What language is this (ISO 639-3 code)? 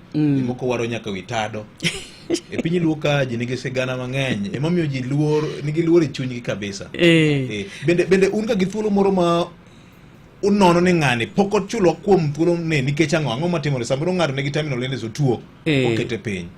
luo